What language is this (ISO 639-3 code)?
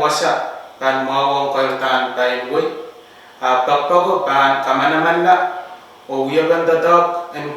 pon